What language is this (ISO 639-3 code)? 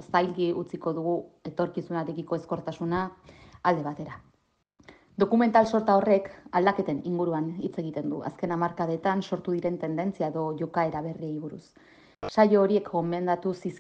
eus